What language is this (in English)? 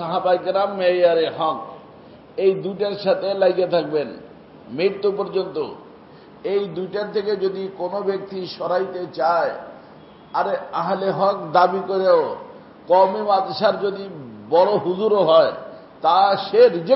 Bangla